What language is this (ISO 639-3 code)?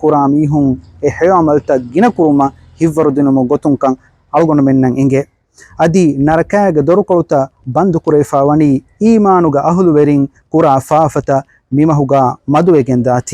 div